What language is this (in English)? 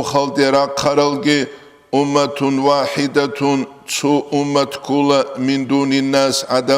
Avaric